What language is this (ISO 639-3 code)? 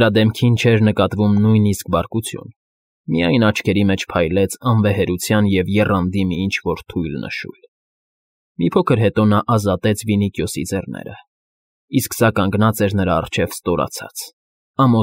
hye